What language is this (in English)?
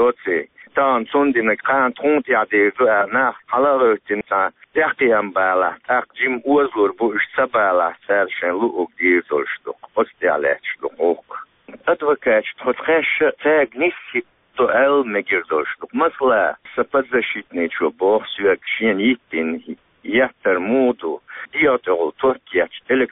Chechen